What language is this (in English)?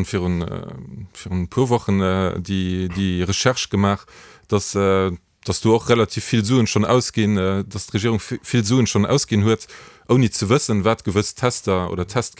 Luxembourgish